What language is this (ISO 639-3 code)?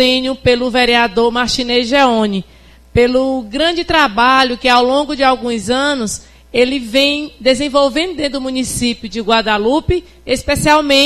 por